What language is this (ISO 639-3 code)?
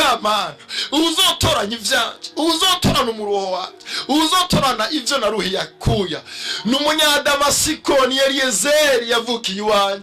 run